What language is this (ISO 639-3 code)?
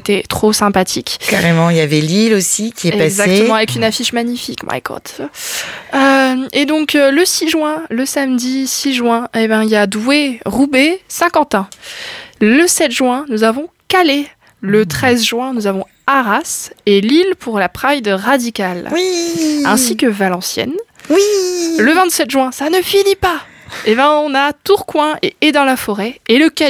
fra